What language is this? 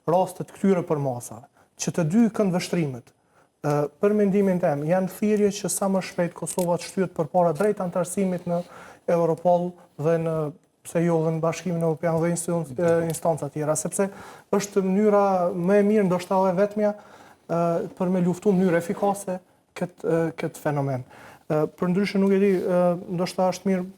Albanian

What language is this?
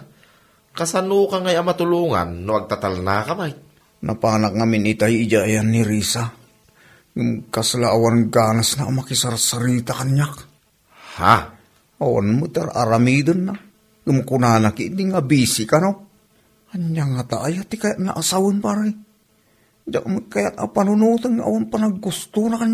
Iloko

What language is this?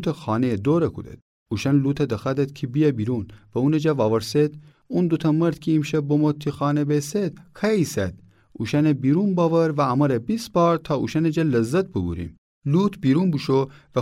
Gilaki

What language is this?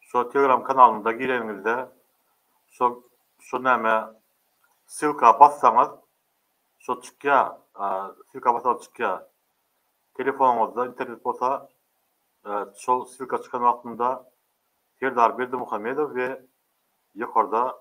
Turkmen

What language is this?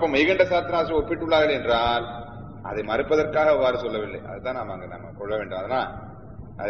Tamil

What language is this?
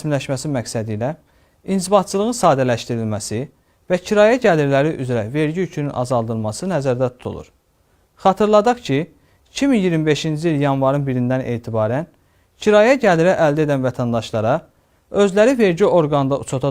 Azerbaijani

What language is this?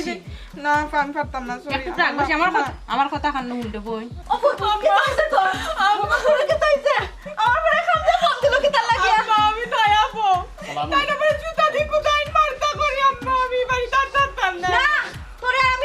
Sylheti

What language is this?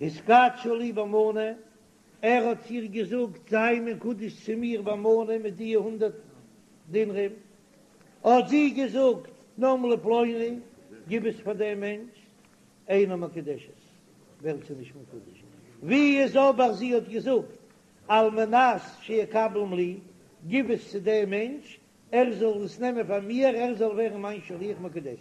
Yiddish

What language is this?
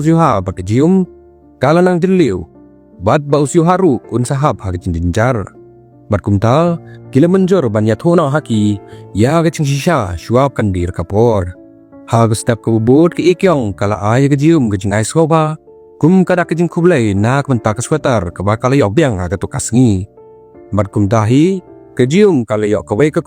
Khasi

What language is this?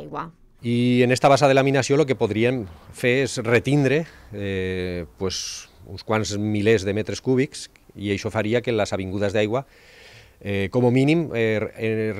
Catalan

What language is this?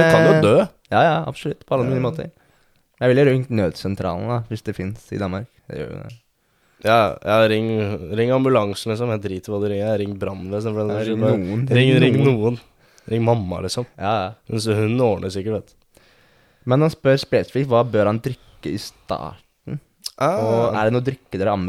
Norwegian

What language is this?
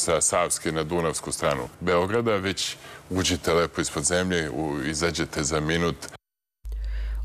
Serbian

